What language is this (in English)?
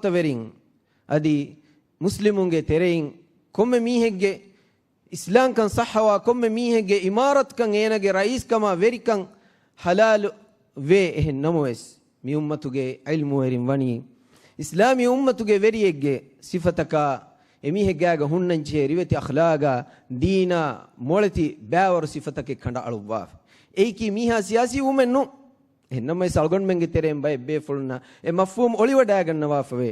Divehi